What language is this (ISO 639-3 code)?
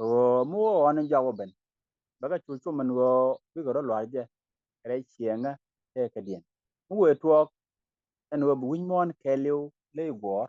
nus